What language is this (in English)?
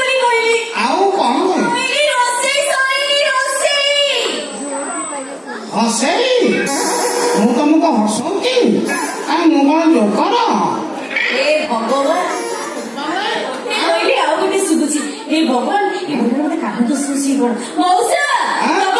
Odia